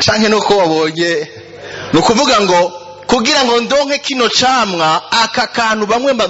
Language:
Rundi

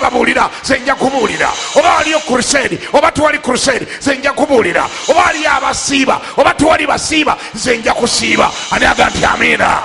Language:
Ganda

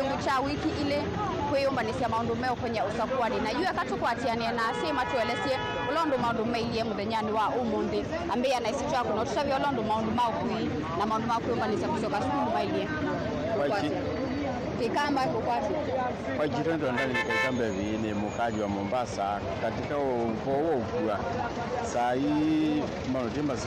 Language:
Kamba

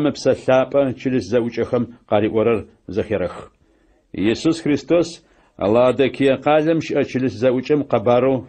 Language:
Adyghe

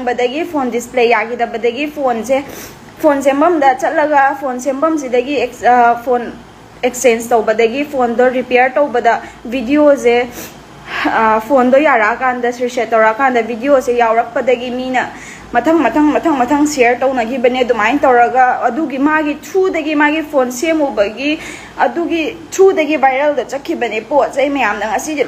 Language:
Manipuri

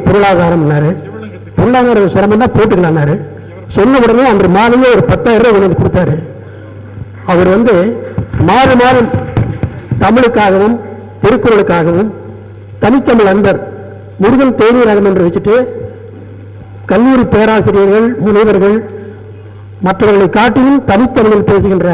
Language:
Tamil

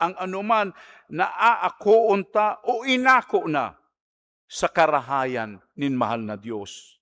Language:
Bikol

